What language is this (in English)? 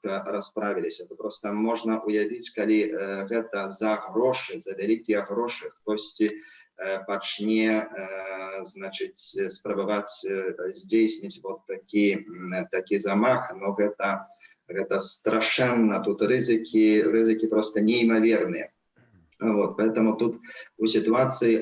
Belarusian